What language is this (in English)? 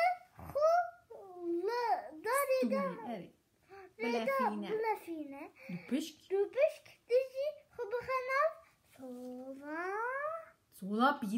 Kurdish